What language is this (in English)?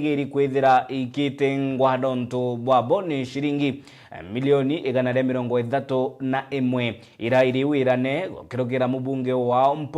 Meru